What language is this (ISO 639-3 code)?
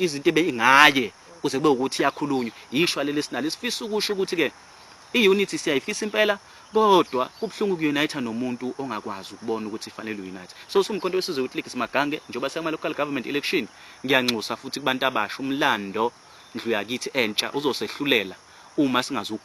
zul